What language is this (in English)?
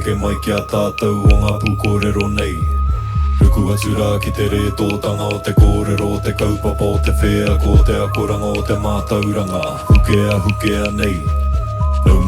Māori